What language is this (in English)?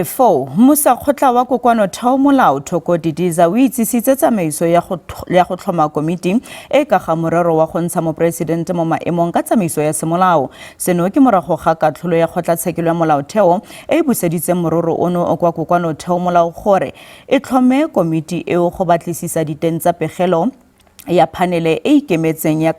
Tswana